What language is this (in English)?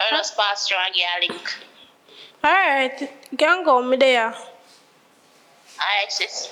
Jamaican Creole English